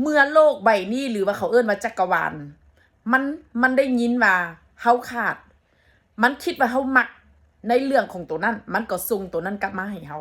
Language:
Northeastern Thai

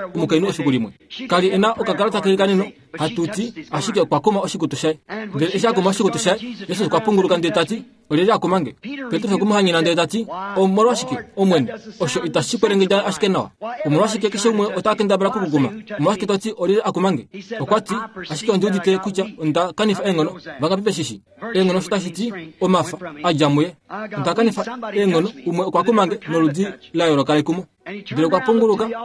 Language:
Kuanyama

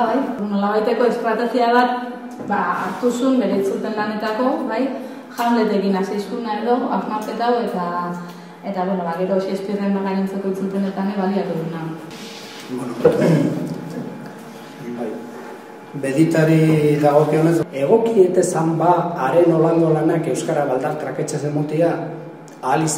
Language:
Basque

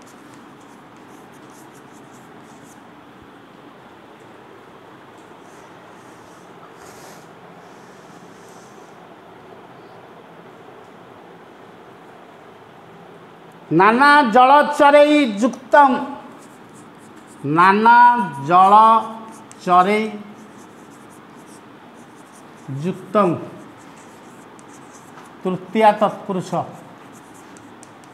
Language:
Odia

